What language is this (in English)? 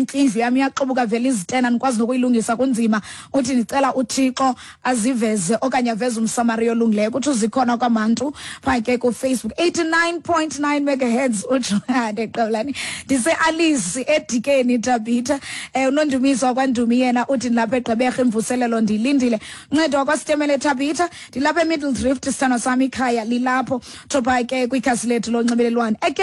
Xhosa